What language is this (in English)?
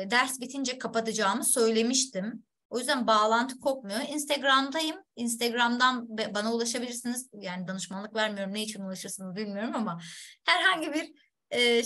Turkish